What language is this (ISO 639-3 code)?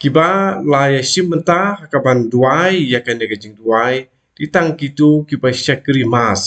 kha